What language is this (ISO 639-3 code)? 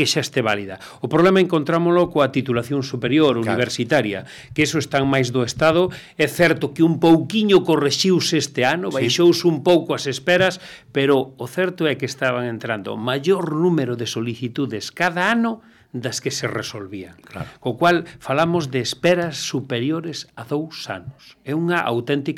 glg